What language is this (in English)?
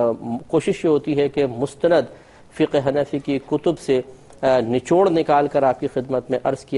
Urdu